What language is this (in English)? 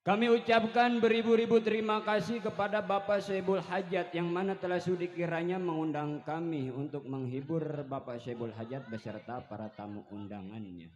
Betawi